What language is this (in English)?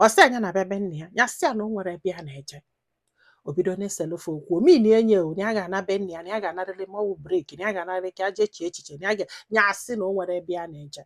Igbo